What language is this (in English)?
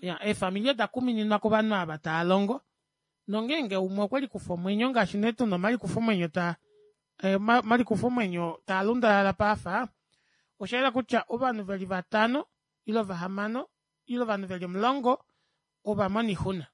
Kuanyama